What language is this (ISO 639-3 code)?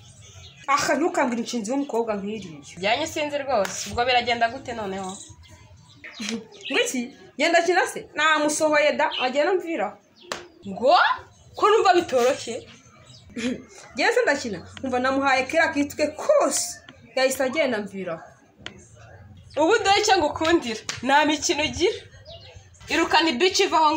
kin